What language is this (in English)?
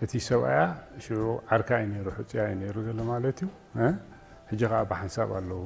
Tigrinya